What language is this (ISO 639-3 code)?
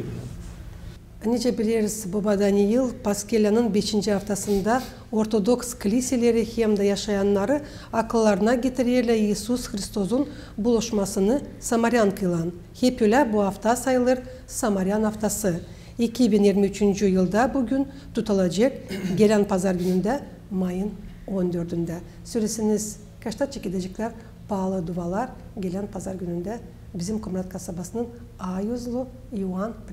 gag